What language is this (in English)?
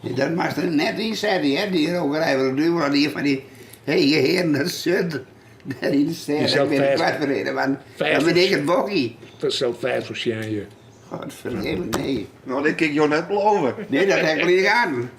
Western Frisian